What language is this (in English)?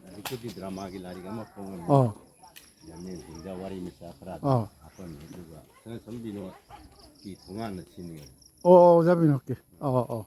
Manipuri